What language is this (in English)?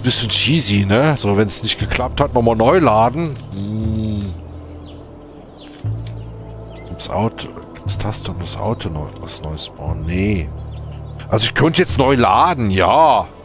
German